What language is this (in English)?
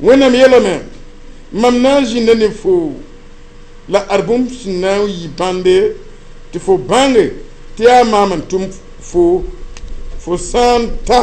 Mossi